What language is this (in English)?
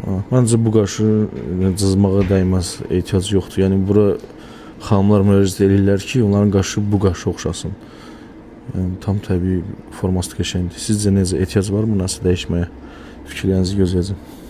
Azerbaijani